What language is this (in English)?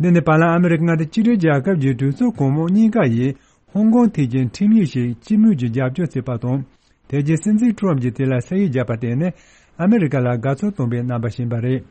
Tibetan